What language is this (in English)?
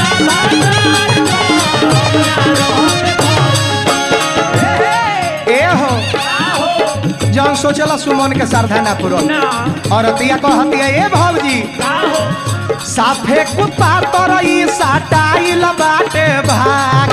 Bhojpuri